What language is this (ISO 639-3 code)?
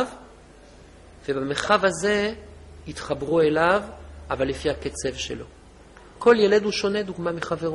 heb